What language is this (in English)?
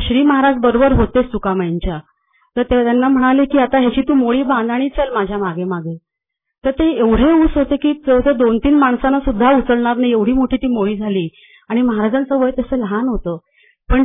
Marathi